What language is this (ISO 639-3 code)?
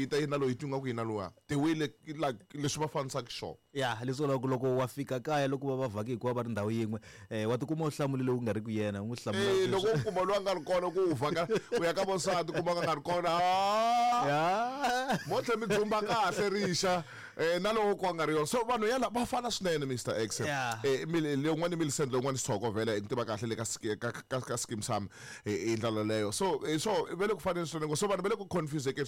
tso